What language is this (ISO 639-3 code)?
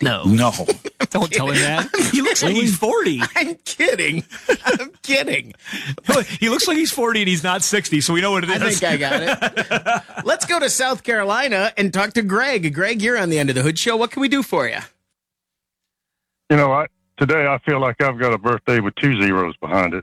eng